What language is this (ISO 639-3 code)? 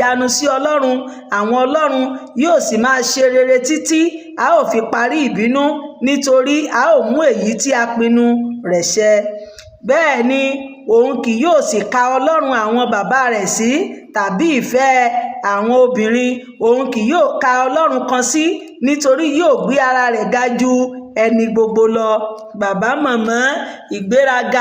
yor